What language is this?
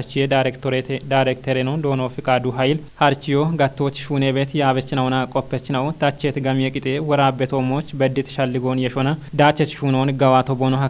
Kafa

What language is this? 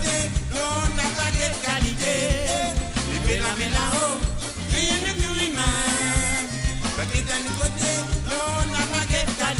Morisyen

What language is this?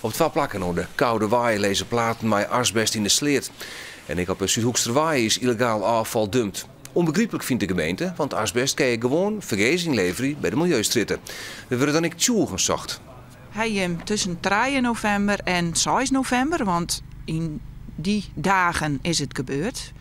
Western Frisian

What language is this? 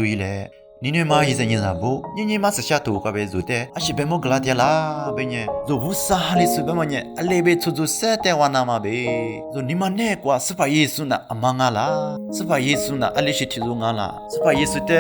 Lisu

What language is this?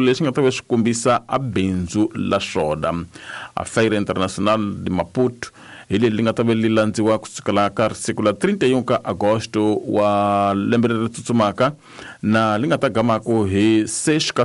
Tsonga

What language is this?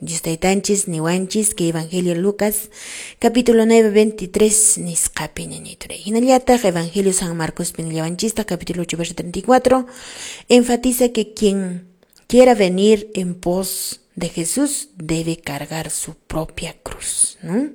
Quechua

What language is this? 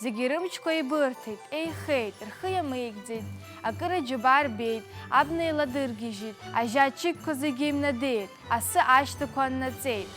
Abkhazian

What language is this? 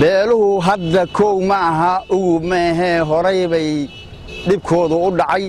Somali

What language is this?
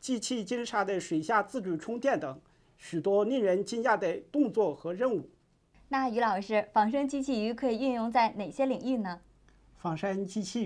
Chinese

